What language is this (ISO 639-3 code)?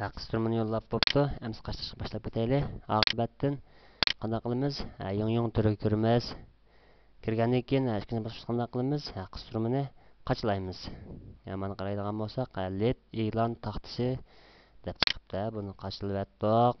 uig